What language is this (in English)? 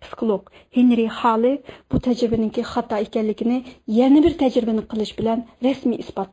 Uyghur